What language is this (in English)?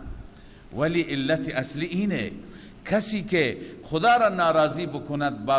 Persian